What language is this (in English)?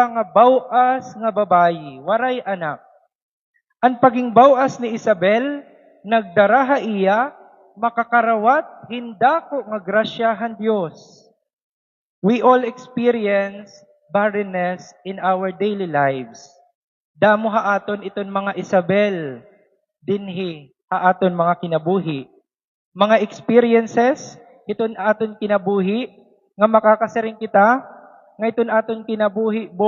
Waray